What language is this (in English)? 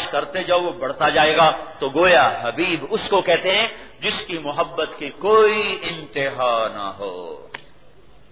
Urdu